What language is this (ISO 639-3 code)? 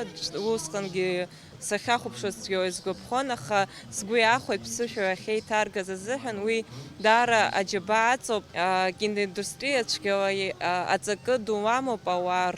abk